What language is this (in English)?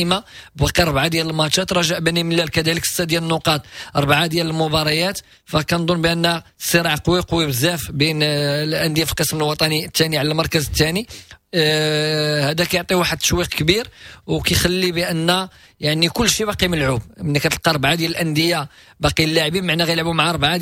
Moroccan Arabic